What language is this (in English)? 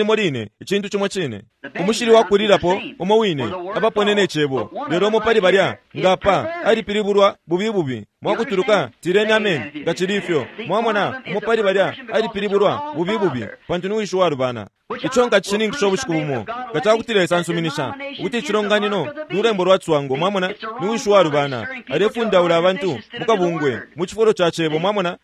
Bemba